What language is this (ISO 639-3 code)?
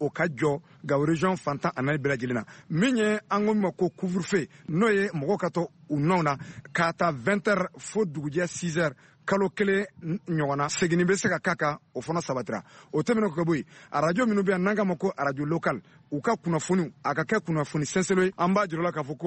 bam